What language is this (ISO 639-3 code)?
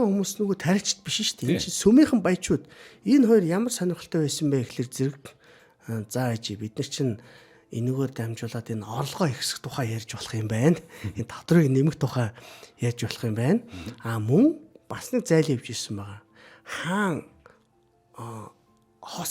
mon